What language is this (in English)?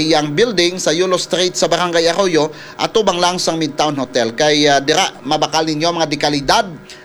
Hiligaynon